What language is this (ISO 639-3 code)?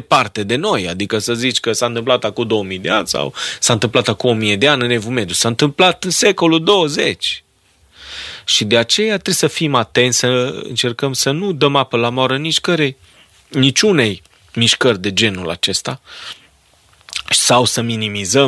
ron